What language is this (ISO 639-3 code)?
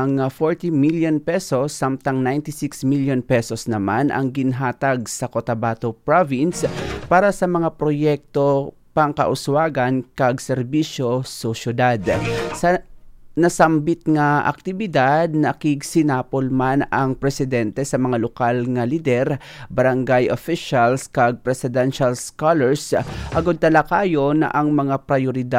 hil